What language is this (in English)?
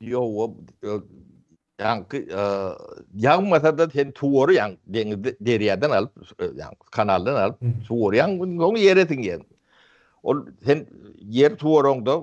Turkmen